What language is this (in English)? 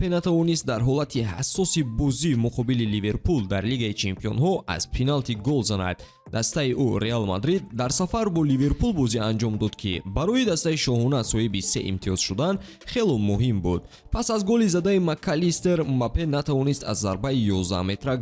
Tajik